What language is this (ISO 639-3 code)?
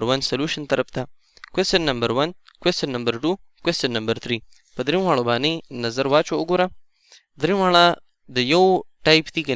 pus